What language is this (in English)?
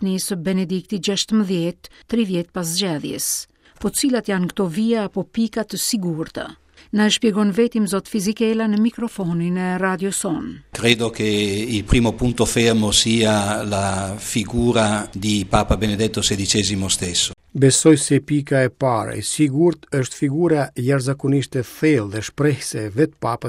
Albanian